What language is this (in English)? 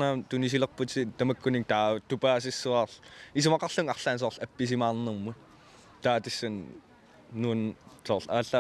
Kalaallisut